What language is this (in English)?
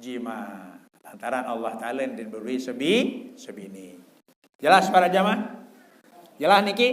Sasak